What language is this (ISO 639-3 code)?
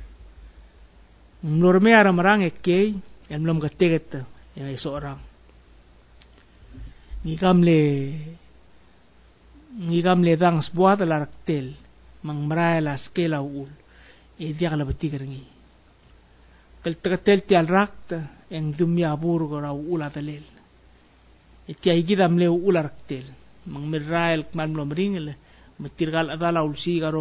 pau